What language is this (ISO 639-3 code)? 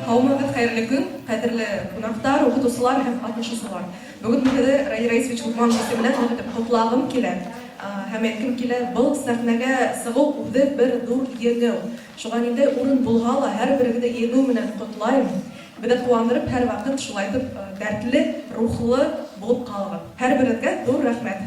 bak